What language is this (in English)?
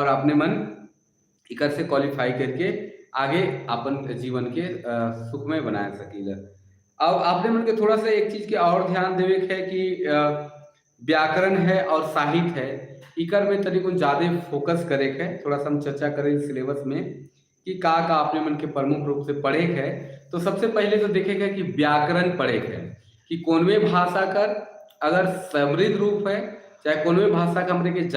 Sadri